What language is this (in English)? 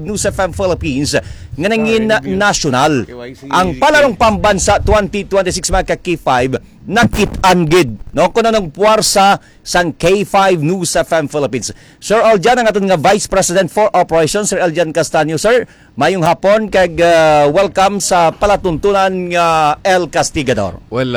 Hiligaynon